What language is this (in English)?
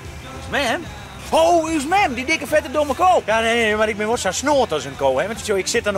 Western Frisian